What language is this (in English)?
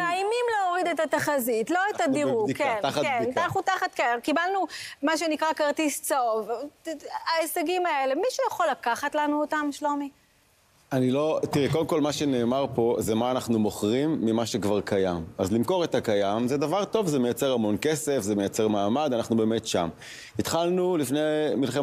Hebrew